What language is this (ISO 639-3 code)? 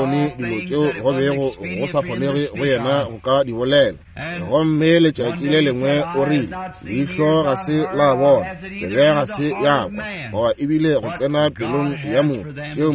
nso